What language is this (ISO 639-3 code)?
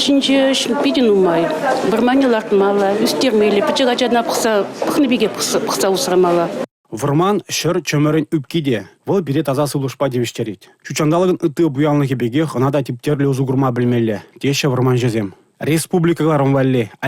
chv